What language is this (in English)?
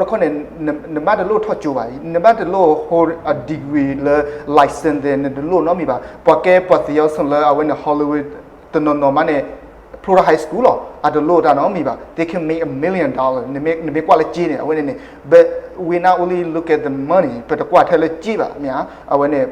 S'gaw Karen